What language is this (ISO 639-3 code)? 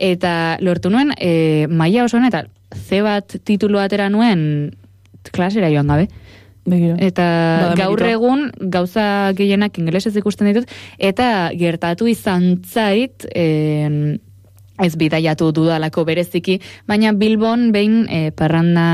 eus